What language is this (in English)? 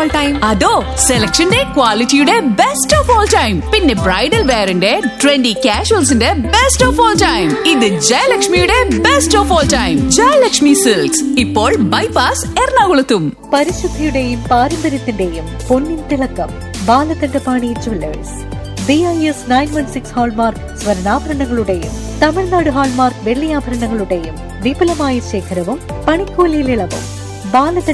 Malayalam